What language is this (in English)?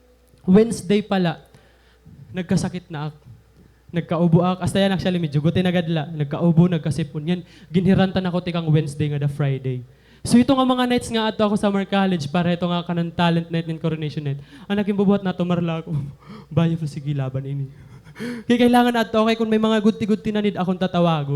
Waray